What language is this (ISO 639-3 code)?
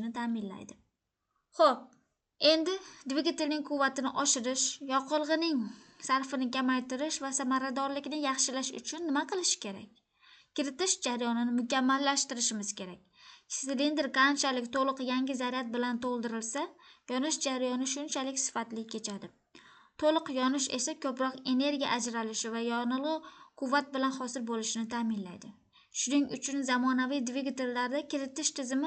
uzb